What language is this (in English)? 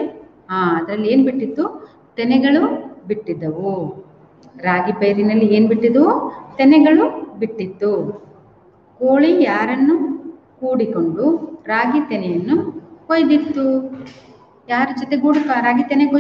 Kannada